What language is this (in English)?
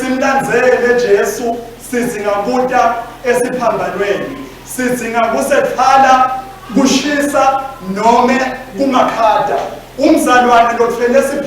Swati